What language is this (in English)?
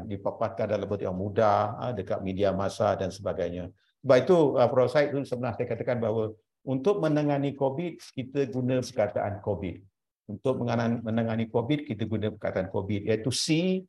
Malay